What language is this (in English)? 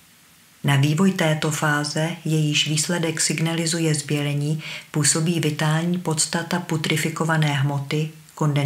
Czech